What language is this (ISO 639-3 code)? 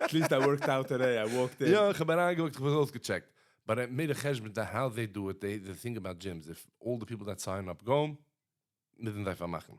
yid